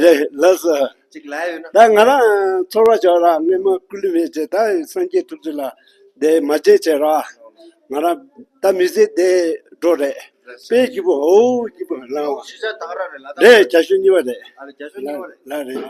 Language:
Tibetan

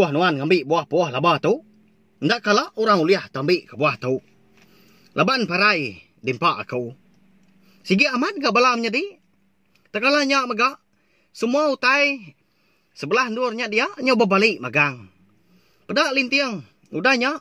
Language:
Iban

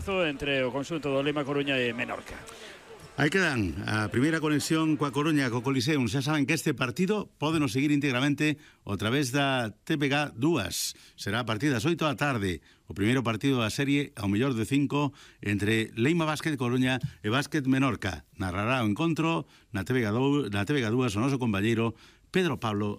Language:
Galician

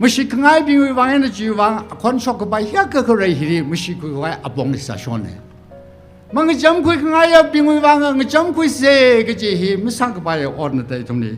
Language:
Tangkhul Naga (India)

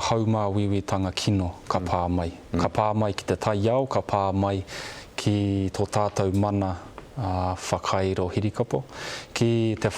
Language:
Māori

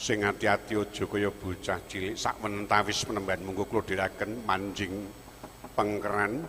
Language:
Javanese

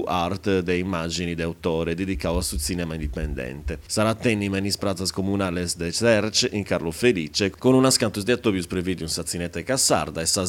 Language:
Sardinian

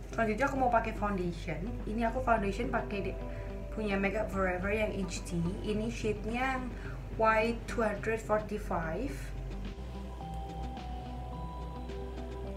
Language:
Indonesian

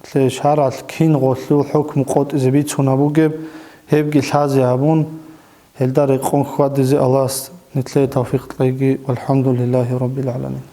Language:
Avaric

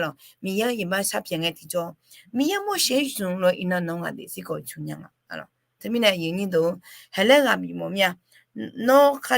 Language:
Akha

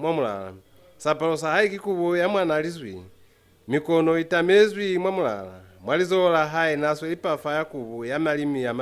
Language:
Lozi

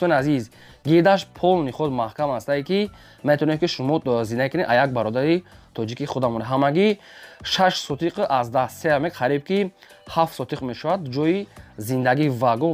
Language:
Tajik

